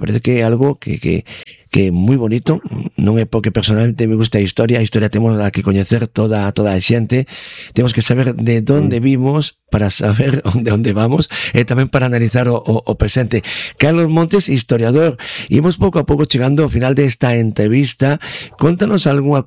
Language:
Galician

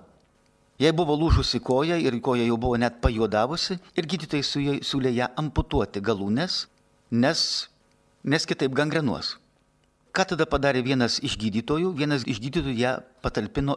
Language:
Lithuanian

